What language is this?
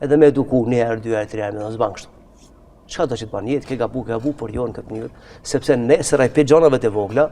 Albanian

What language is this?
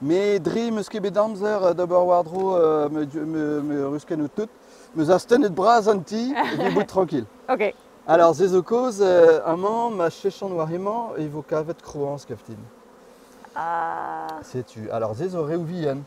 Breton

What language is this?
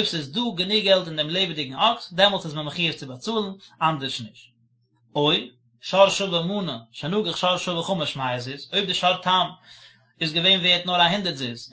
Yiddish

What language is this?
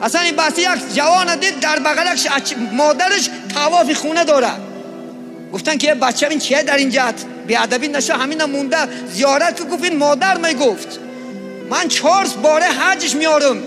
Tajik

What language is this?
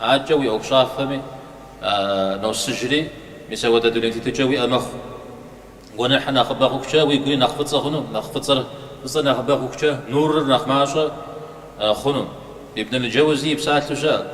Kabardian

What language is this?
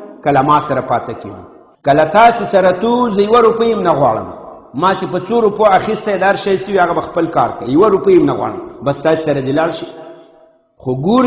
Pashto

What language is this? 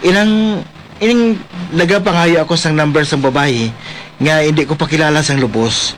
Hiligaynon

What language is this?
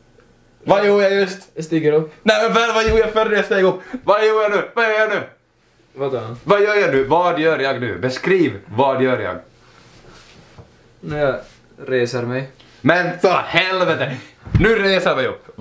Swedish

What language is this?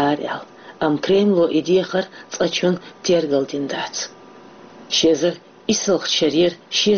Chechen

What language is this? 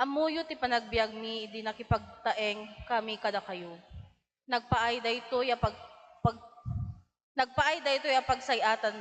Iloko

